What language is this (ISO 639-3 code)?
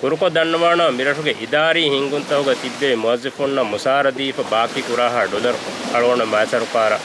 div